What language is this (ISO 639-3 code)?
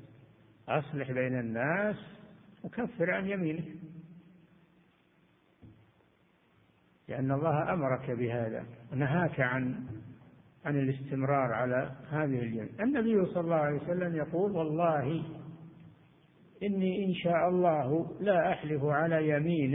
ara